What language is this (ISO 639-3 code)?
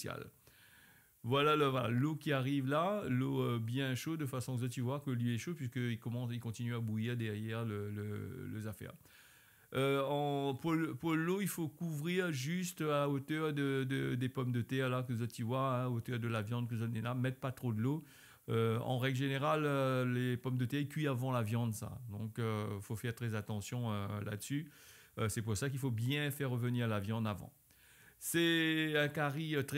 rcf